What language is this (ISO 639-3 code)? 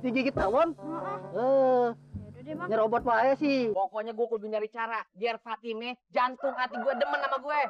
bew